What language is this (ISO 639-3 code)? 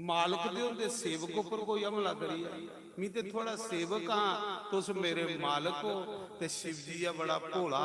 doi